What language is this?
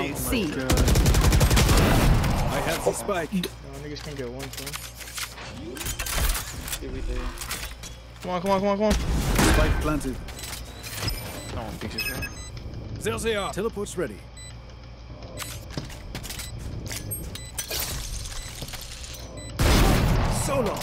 English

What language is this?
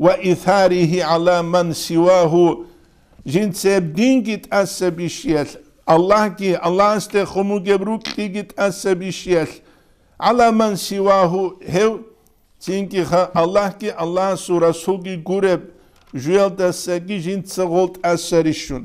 Avaric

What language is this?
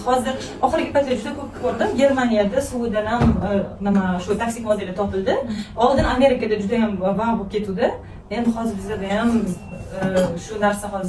Uzbek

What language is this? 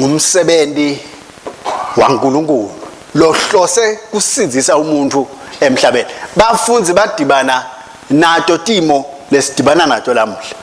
Swati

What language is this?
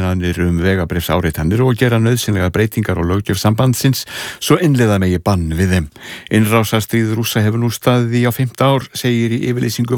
Icelandic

